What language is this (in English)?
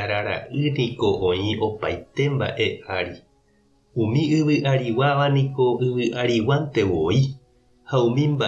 Guarani